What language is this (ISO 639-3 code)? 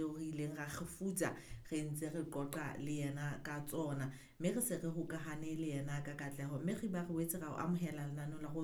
sot